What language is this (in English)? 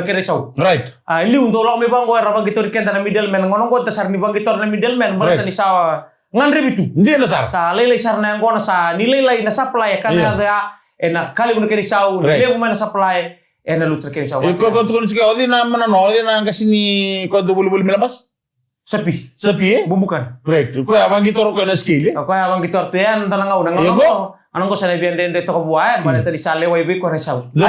Fijian